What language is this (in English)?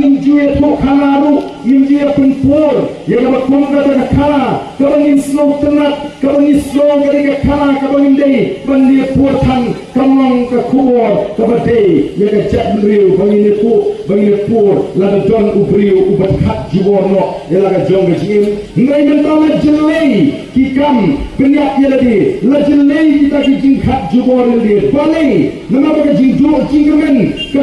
Khasi